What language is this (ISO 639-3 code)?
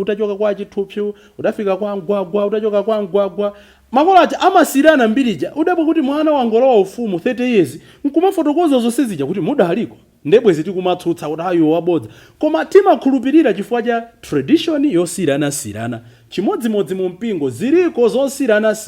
nya